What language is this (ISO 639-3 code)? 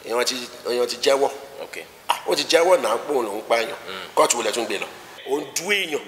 yor